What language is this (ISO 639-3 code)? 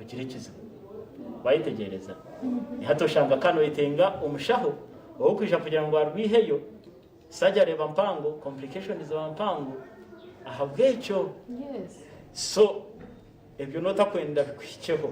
nyn